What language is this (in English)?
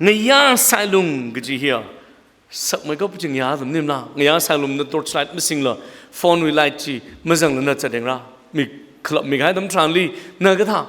Tangkhul Naga (India)